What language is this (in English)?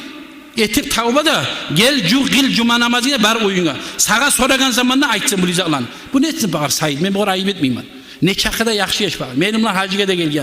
Kumyk